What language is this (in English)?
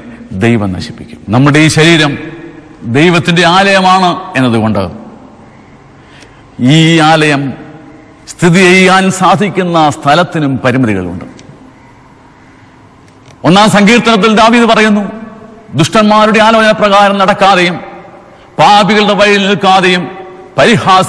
Malayalam